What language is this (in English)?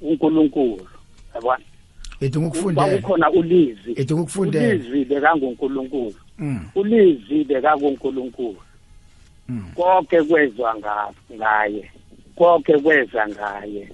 South Ndebele